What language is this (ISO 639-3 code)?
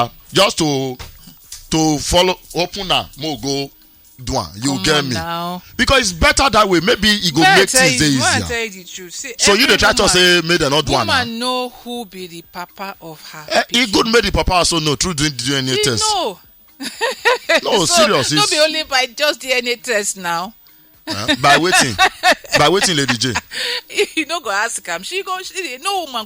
pcm